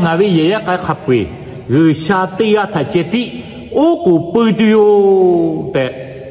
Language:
Lahu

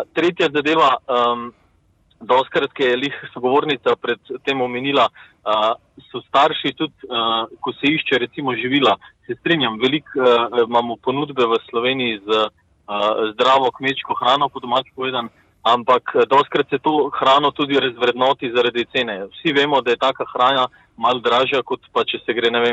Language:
Slovenian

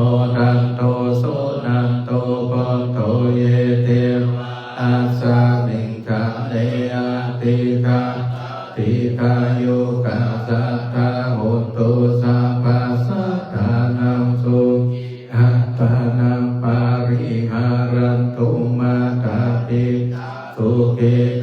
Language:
Pali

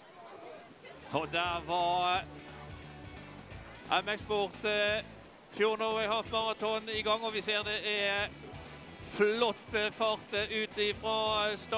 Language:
Norwegian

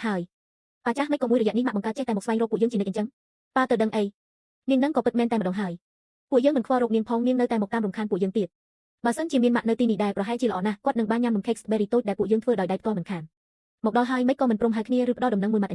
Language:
Khmer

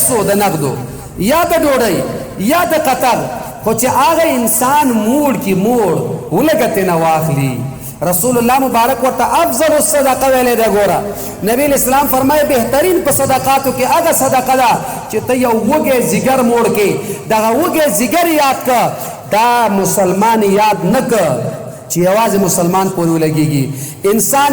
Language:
Pashto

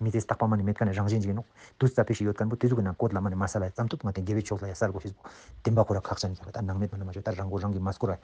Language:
Ladakhi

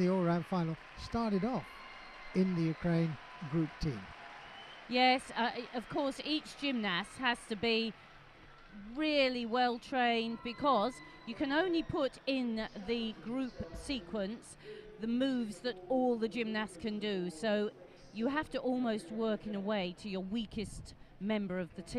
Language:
English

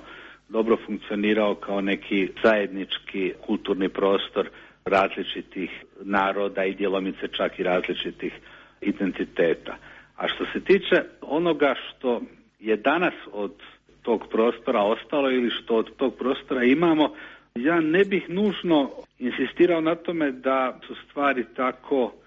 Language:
Croatian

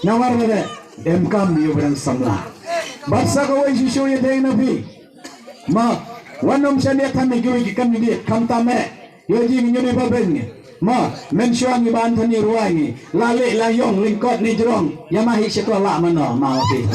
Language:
Khasi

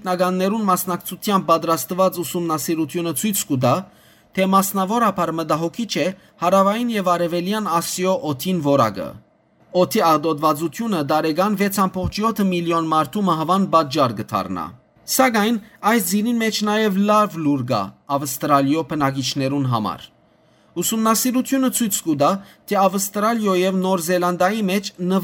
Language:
Western Armenian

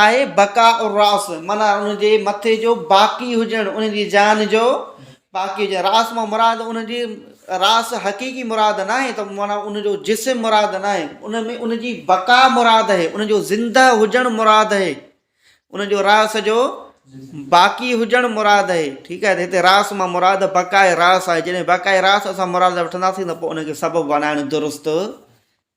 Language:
Sindhi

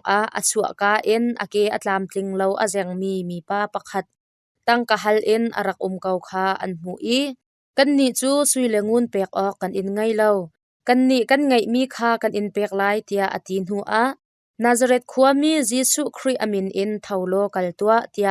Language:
Hakha Chin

